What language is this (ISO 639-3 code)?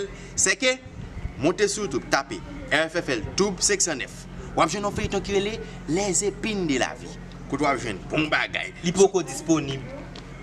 hat